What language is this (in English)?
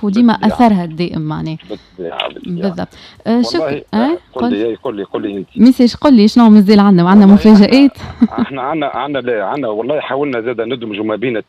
Tunisian Arabic